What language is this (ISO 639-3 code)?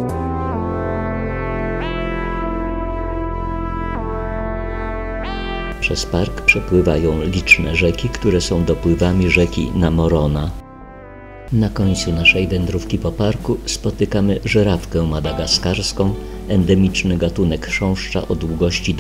pol